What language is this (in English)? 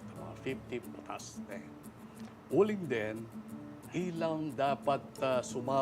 Pampanga